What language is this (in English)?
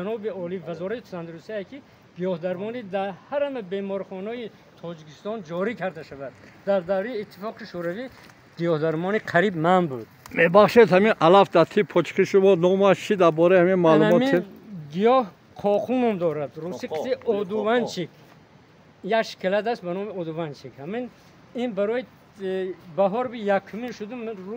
Tajik